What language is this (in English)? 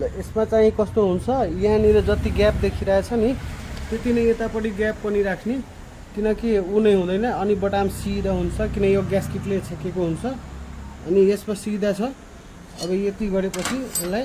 Nepali